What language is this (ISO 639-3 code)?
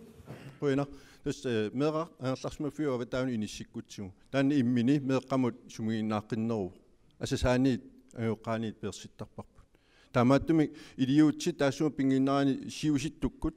kal